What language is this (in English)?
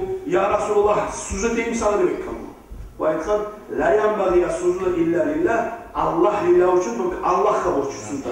Kumyk